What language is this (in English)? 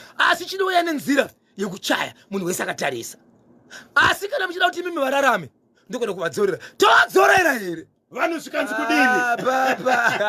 Shona